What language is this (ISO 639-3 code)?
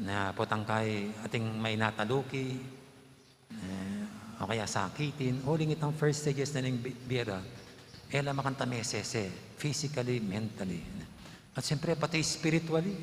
pam